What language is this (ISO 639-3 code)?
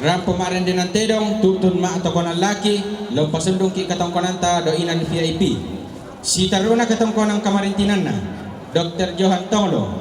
sda